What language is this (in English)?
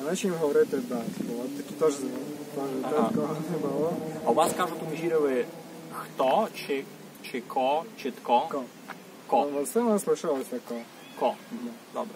Rusyn